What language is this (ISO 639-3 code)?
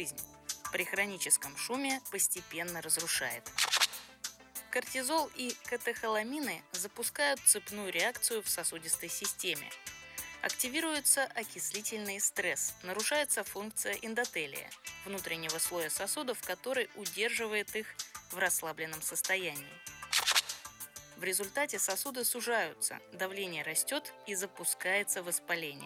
rus